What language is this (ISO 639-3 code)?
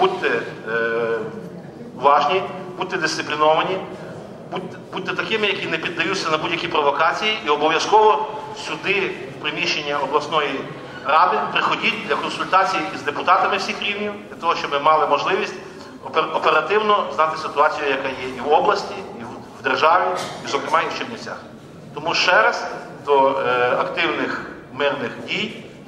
ukr